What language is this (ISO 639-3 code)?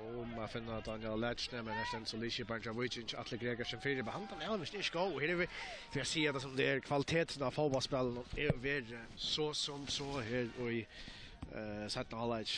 fao